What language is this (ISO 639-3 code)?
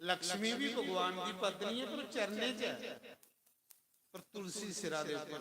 doi